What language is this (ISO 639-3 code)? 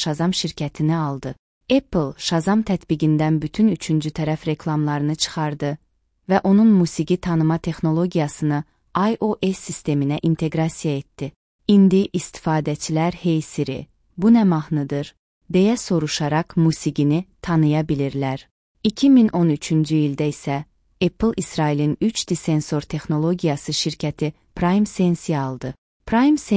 aze